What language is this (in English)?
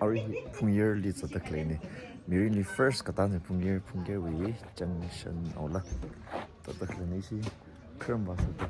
Tangkhul Naga (India)